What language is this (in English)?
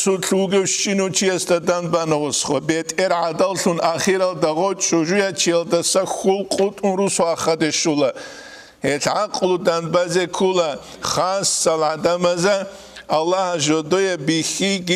Avaric